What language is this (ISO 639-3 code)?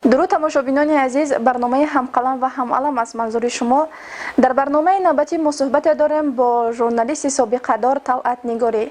tgk